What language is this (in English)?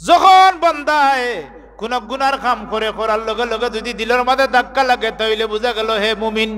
Sylheti